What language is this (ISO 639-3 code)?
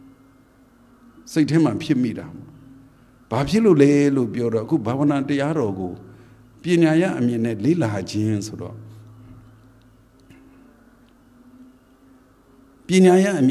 mya